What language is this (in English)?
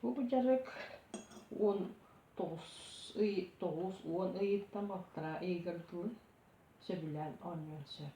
Yakut